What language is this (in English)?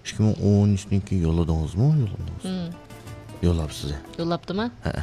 Uyghur